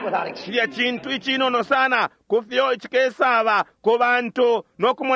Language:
Bemba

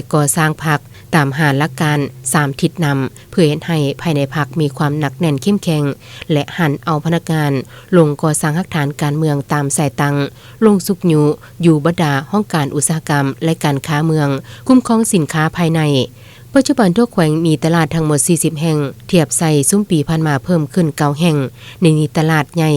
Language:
Lao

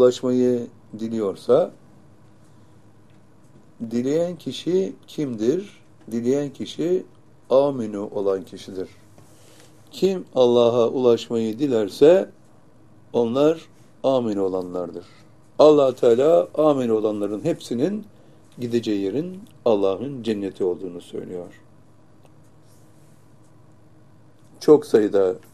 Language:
Turkish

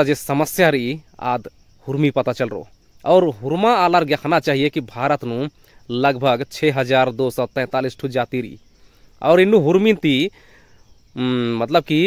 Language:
Kurukh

